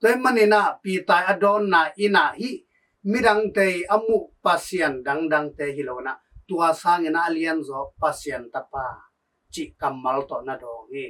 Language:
Tedim Chin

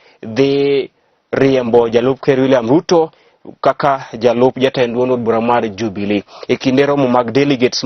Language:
Luo (Kenya and Tanzania)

